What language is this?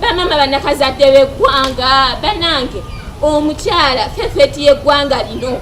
Ganda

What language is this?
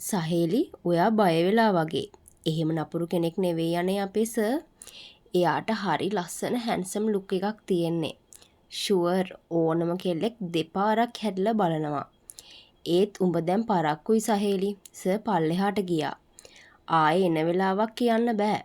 Sinhala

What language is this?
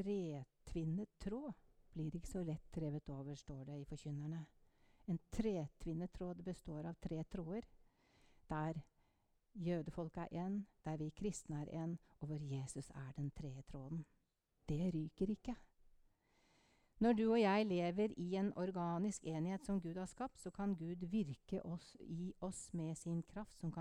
Norwegian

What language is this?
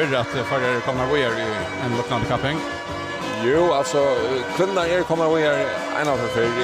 Faroese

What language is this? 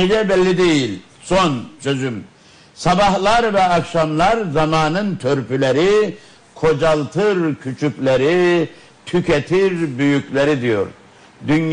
Turkish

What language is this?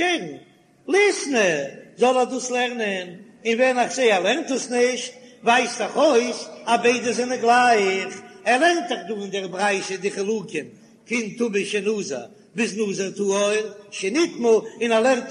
Yiddish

